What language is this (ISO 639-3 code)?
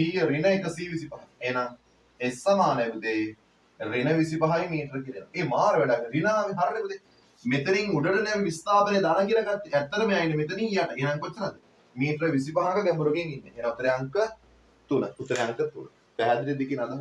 sin